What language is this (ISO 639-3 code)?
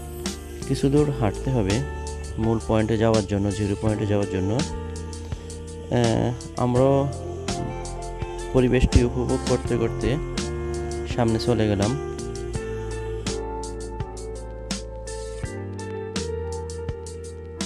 ben